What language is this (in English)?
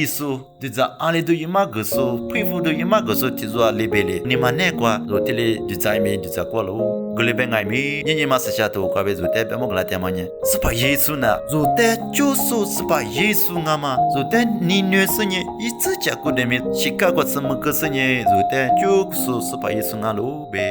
Lisu